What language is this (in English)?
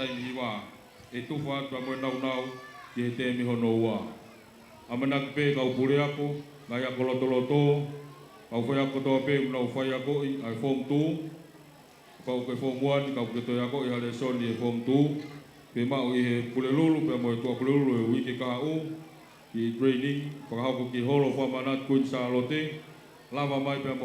Tongan